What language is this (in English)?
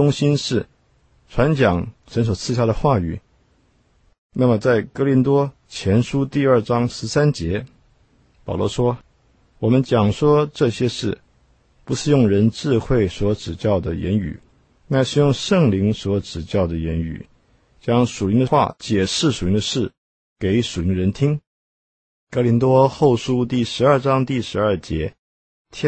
Chinese